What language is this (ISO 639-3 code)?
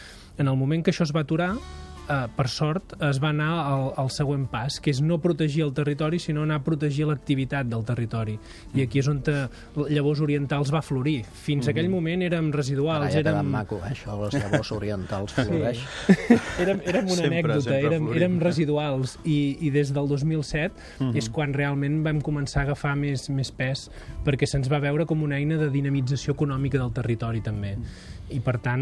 cat